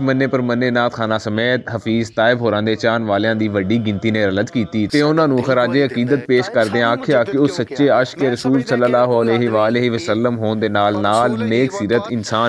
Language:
Western Panjabi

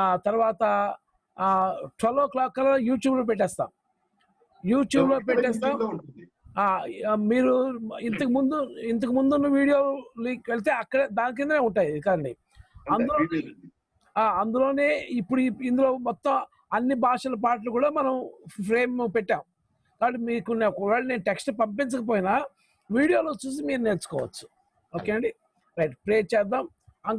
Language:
Telugu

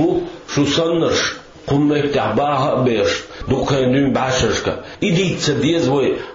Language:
Chechen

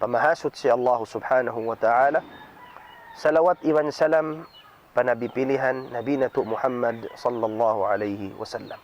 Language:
Tausug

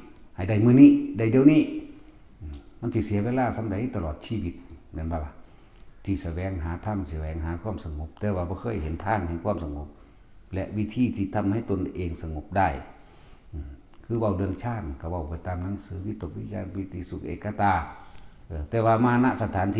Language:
Northeastern Thai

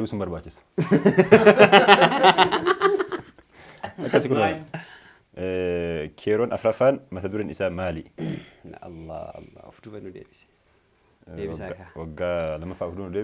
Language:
Oromo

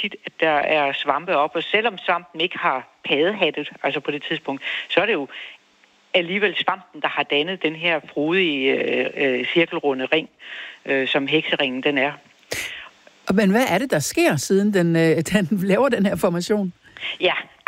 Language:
Danish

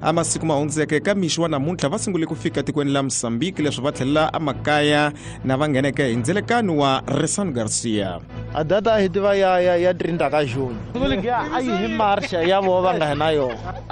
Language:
Tsonga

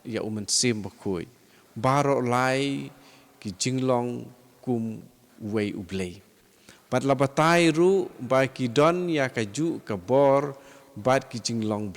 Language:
Khasi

